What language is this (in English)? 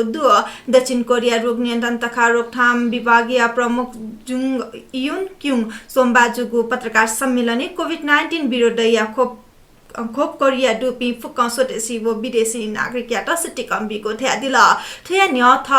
Newari